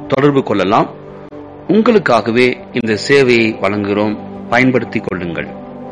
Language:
Tamil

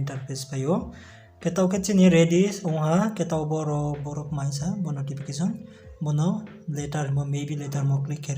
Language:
Riang (India)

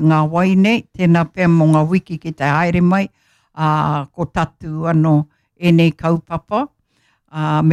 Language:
Māori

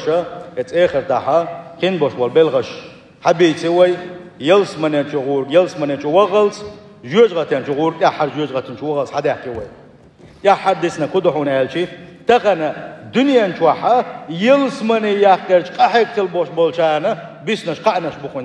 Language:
Chechen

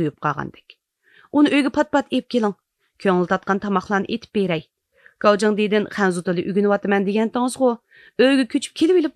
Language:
Uyghur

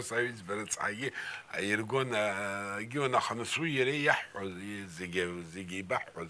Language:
Abkhazian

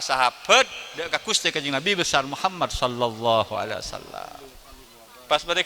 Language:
Madurese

